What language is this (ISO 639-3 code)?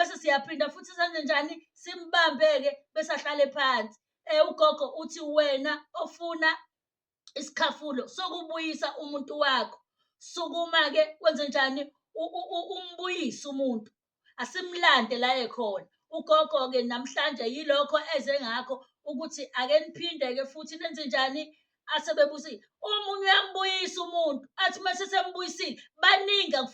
zul